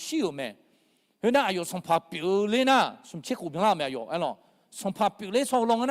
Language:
Akha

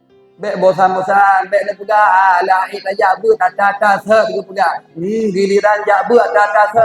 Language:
Achinese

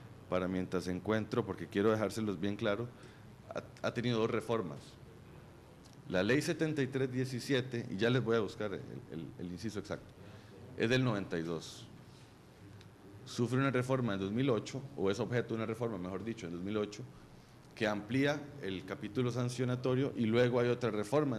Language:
Spanish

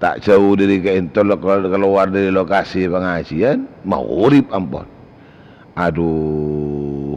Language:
Madurese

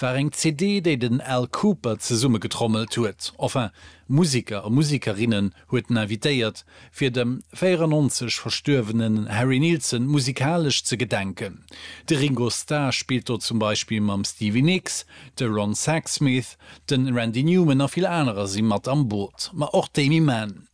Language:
Luxembourgish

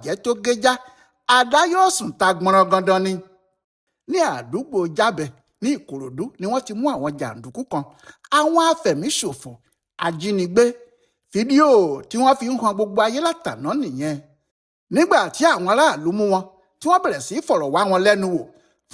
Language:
Yoruba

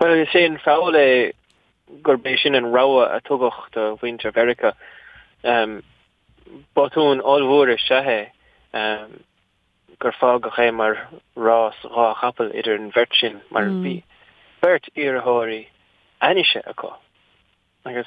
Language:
Irish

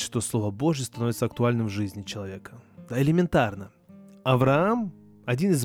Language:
Russian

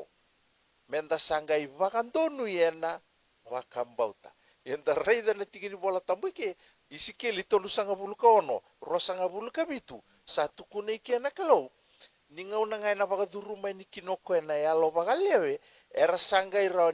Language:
Fijian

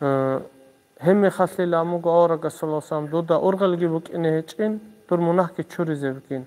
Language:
Avaric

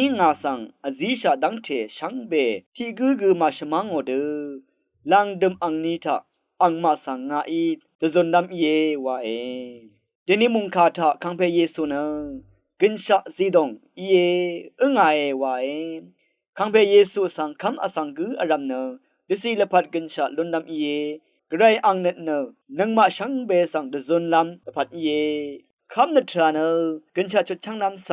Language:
Rawang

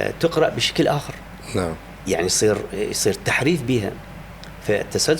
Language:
Mesopotamian Arabic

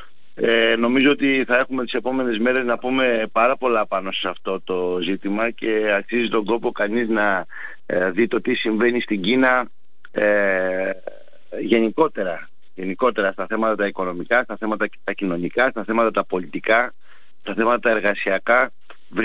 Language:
Greek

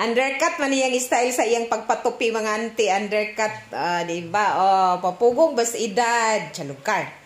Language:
Cebuano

